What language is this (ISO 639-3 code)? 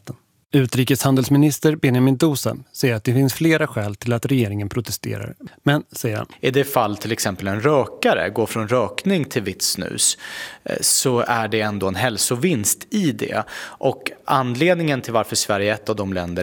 swe